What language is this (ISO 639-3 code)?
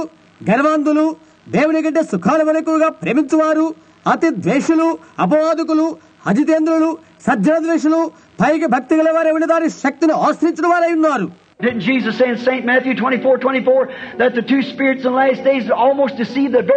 tel